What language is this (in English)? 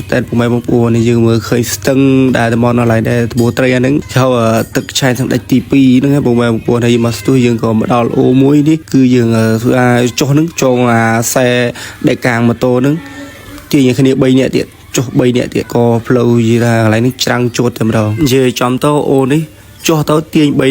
Khmer